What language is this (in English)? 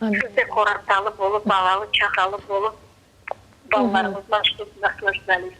Crimean Tatar